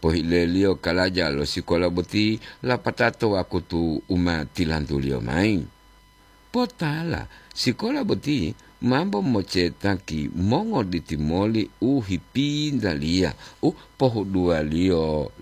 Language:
Gorontalo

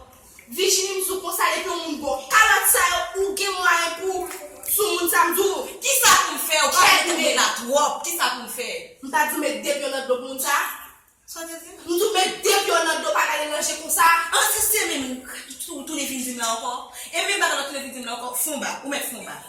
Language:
Haitian Creole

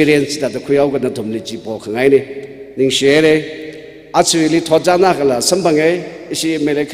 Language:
Tangkhul Naga (India)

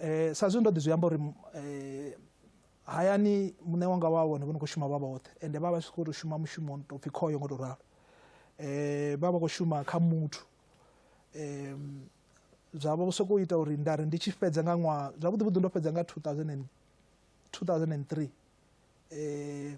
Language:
Venda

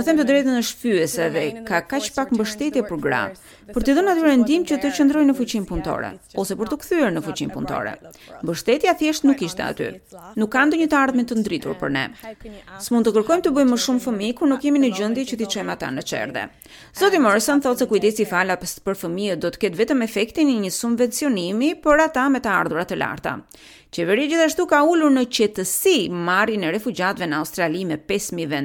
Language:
Albanian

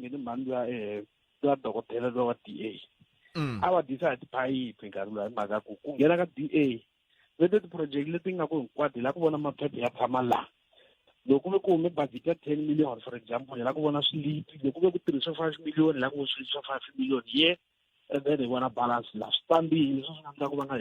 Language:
Tsonga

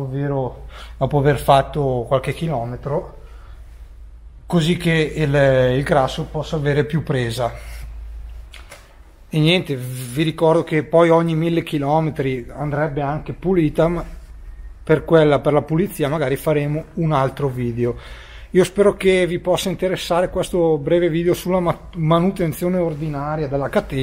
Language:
Italian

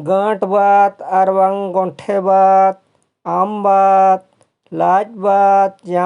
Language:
Santali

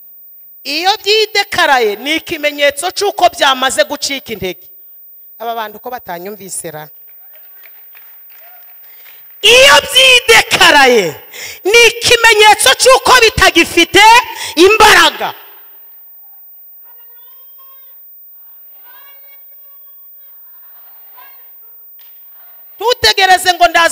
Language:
Kinyarwanda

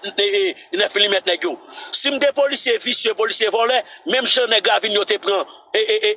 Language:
Haitian Creole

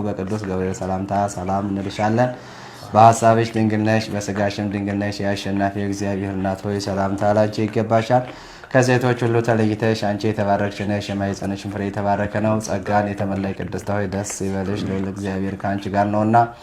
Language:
Amharic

